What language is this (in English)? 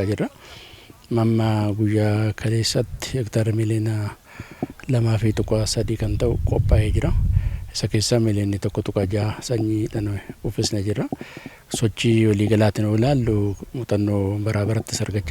Oromo